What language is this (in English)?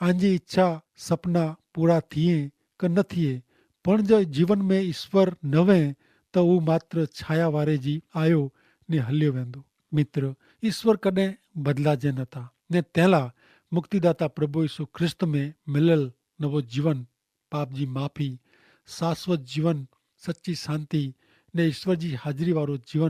Kachhi